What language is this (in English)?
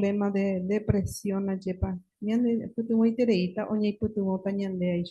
Guarani